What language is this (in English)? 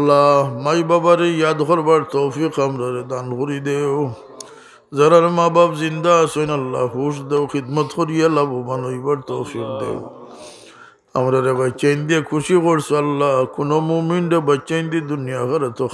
Sylheti